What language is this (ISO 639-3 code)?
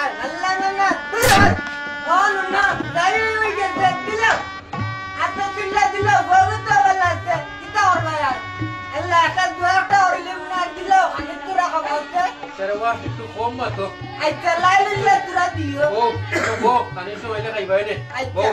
syl